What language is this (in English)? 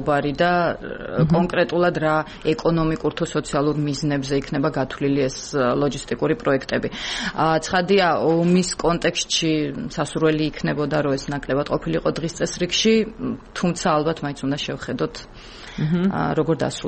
Georgian